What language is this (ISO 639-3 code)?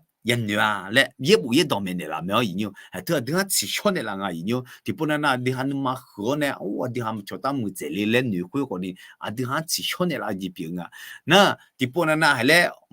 ahk